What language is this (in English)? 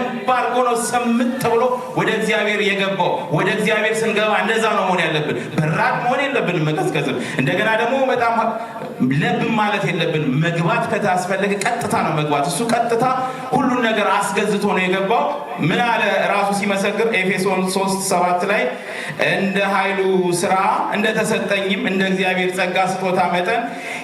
Amharic